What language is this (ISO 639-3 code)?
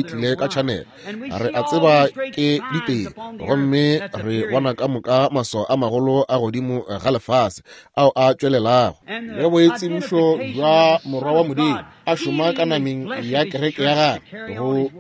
nso